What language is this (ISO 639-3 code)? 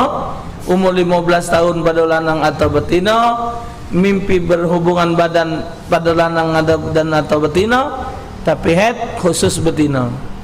mui